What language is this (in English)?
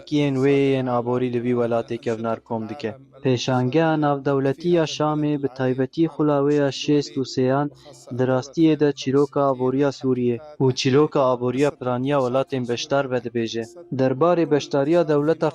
Kurdish